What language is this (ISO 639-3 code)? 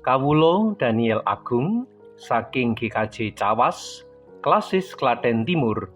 jav